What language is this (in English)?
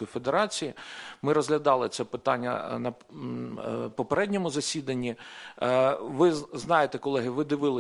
Ukrainian